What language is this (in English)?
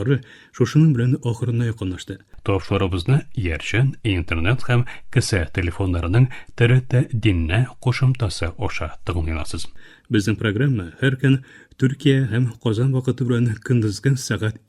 Tatar